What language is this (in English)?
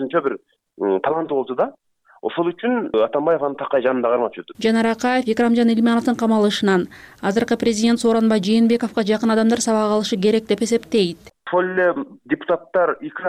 Kyrgyz